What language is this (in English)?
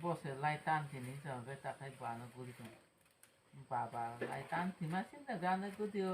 Kok Borok